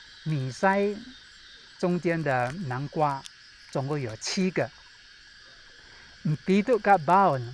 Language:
Taroko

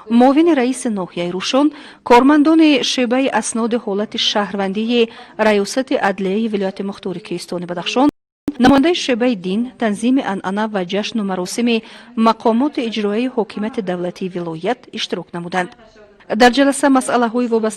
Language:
Tajik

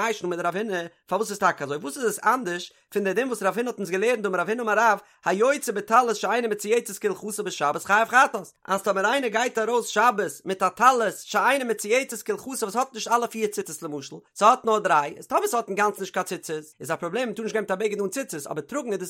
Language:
Yiddish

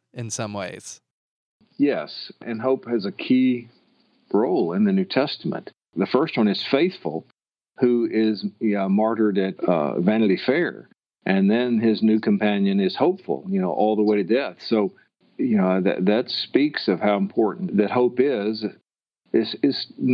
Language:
English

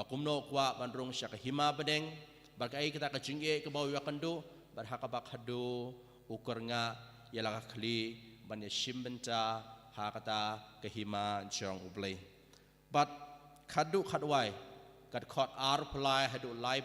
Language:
Khasi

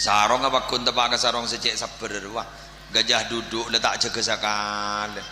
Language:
Madurese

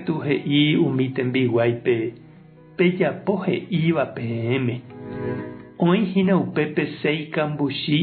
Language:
Guarani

